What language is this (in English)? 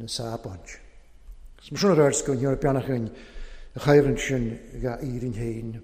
Welsh